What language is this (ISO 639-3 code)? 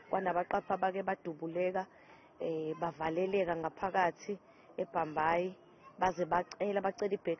zul